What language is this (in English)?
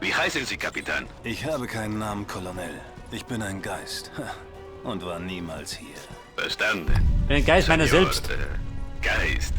Bavarian